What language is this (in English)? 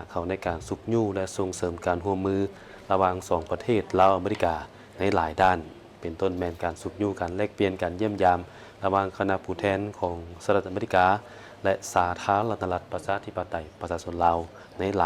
Lao